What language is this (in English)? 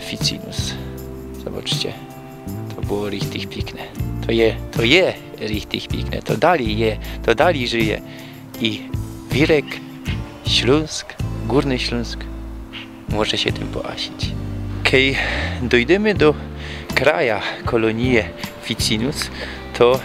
Silesian